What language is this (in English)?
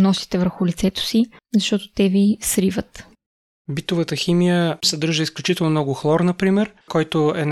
Bulgarian